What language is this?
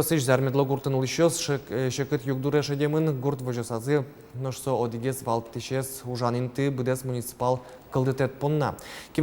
Udmurt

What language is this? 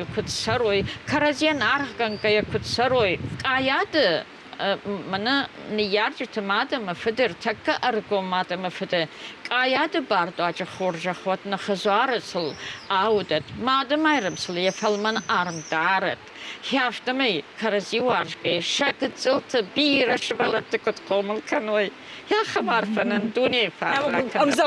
Ossetic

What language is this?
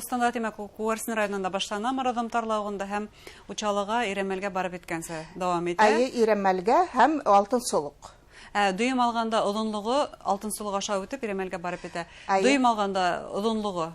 Bashkir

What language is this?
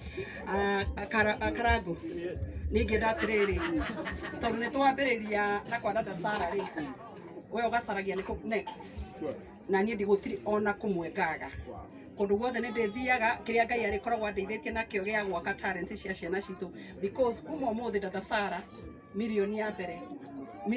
Kikuyu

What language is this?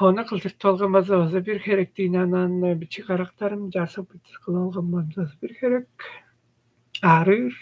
Tuvinian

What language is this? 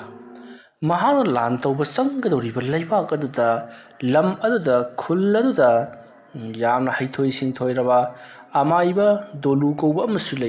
Manipuri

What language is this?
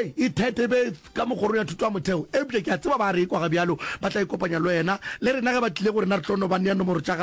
Northern Sotho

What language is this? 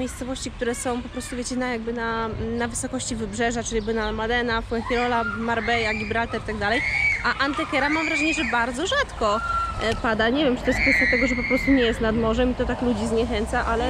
Polish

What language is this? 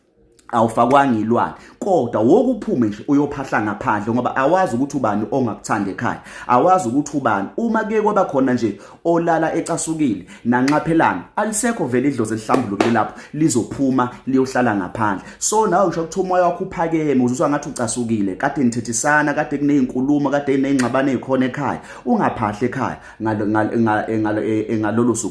Zulu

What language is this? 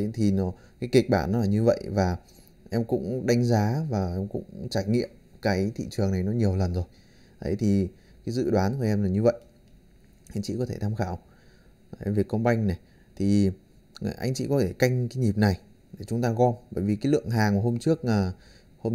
Vietnamese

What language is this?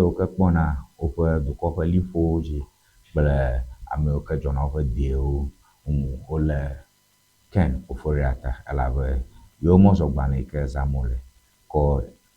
Ewe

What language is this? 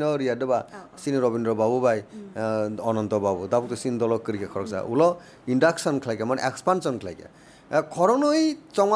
Kok Borok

